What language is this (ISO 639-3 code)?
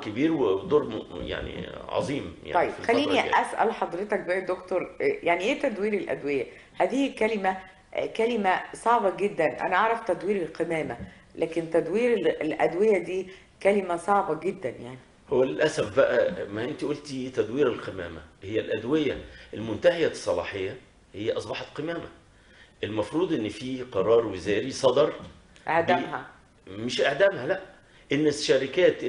arz